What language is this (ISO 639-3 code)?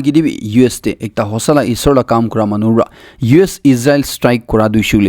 nag